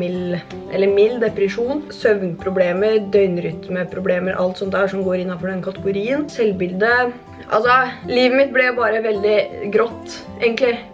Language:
Norwegian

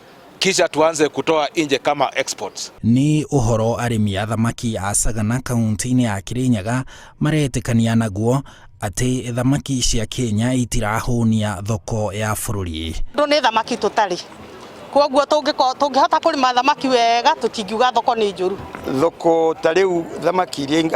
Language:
Kikuyu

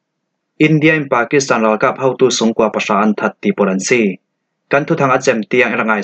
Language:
Falam Chin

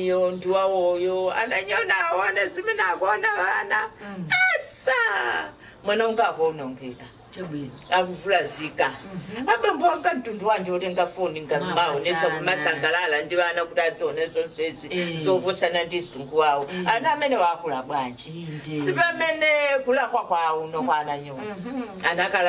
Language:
Nyanja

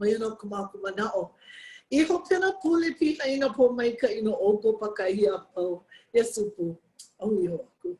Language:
Hawaiian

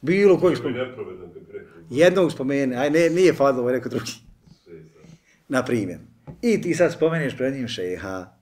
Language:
Bosnian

